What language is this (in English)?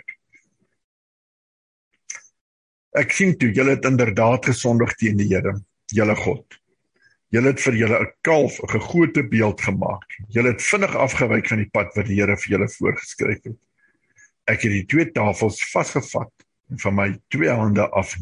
Afrikaans